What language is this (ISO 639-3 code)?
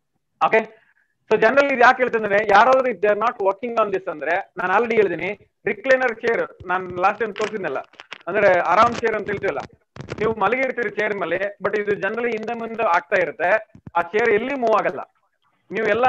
kan